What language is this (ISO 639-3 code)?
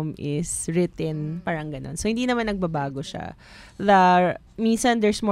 fil